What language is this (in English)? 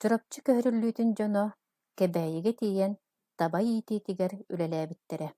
Yakut